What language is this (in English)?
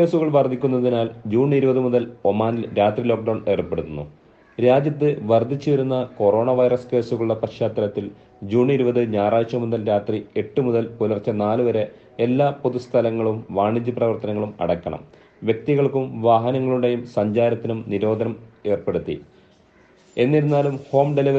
Malayalam